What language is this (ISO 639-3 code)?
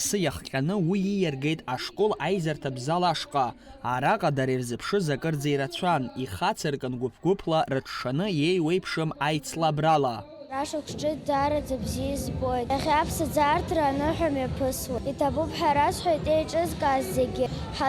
abk